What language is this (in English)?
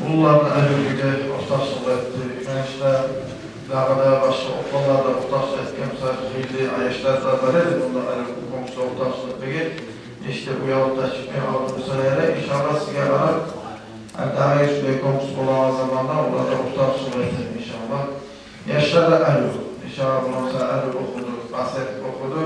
Kumyk